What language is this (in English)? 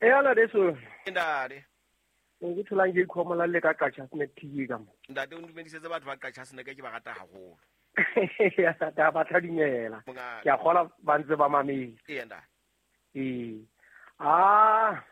Southern Sotho